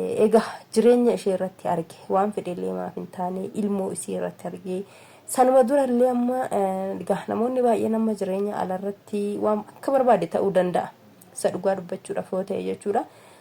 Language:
Oromo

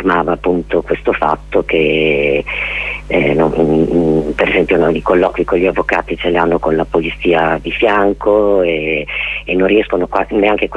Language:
Italian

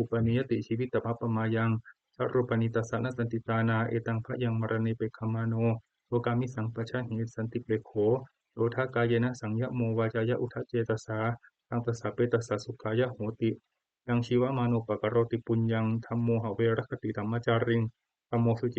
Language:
Pali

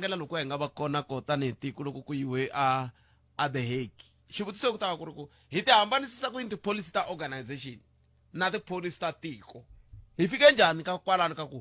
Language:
Tsonga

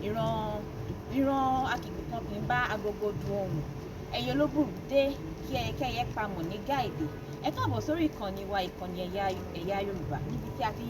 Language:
Yoruba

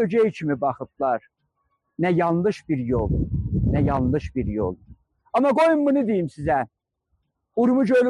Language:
South Azerbaijani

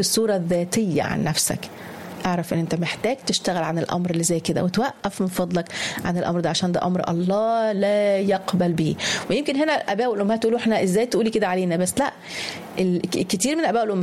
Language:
Egyptian Arabic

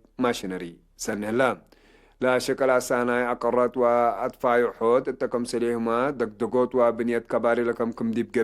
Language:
Tigre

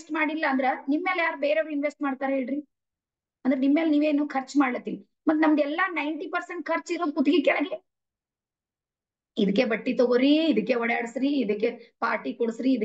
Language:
Kannada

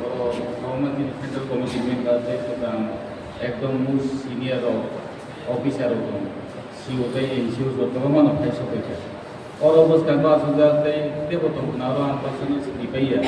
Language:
Kok Borok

